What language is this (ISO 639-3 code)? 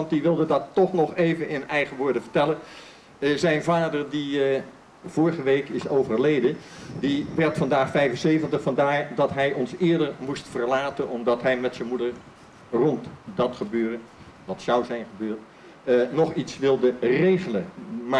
nld